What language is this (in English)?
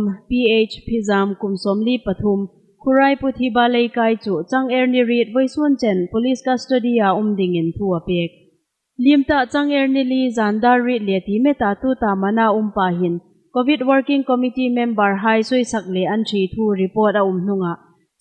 Hmar